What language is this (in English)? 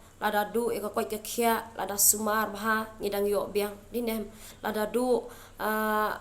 Khasi